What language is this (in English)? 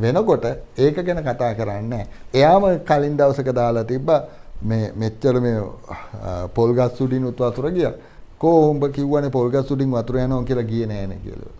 Sinhala